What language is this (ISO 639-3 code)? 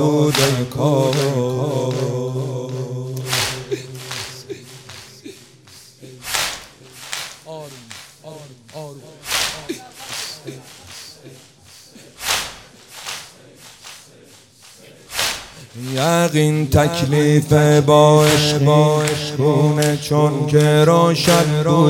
fas